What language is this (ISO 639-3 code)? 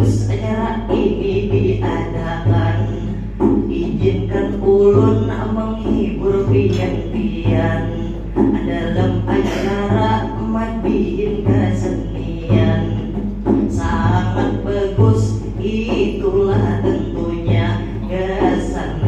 bjn